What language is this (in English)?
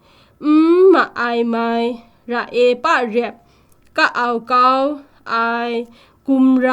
Kachin